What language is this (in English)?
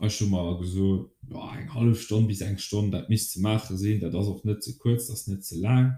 Luxembourgish